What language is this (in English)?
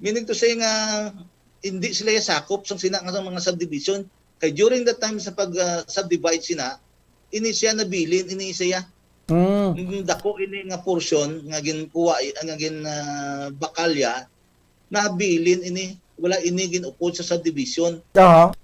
Hiligaynon